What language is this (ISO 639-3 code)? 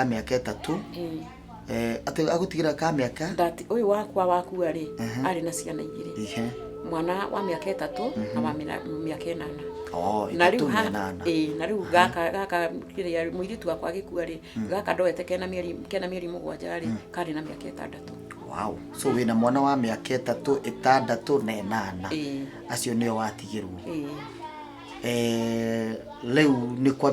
kik